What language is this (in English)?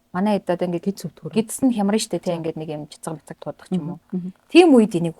Mongolian